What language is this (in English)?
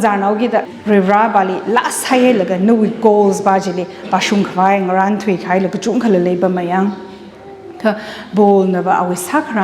Tangkhul Naga (India)